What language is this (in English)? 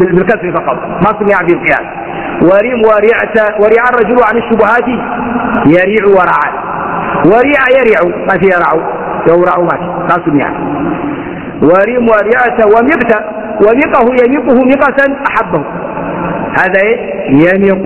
Arabic